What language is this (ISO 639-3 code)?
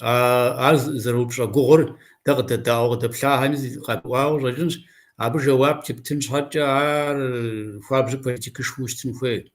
kbd